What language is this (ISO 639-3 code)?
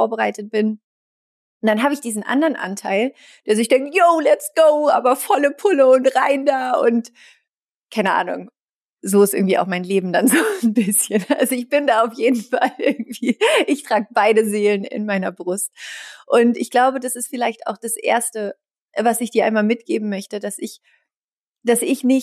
deu